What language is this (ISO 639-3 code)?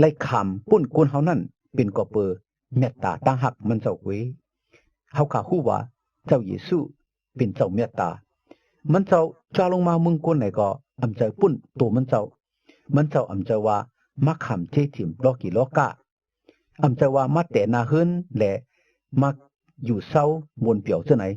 shn